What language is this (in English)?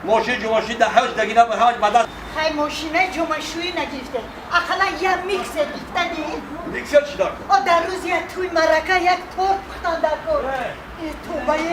Tajik